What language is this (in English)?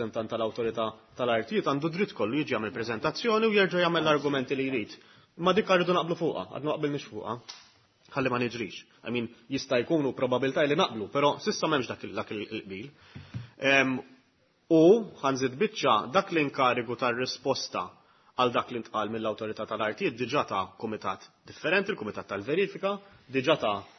Maltese